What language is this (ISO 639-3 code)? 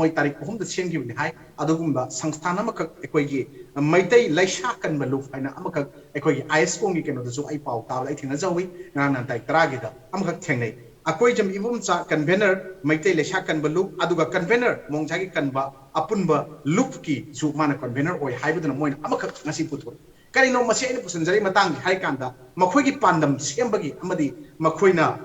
mni